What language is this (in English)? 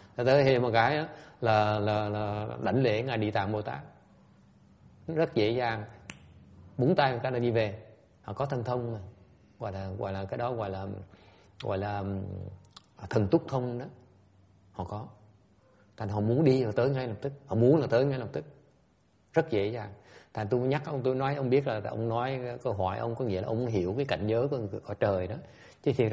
Vietnamese